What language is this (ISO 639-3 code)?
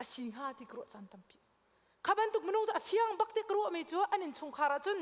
cnh